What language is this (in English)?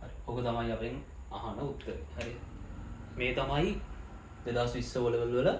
Sinhala